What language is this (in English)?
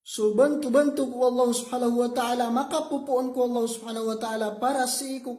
Maranao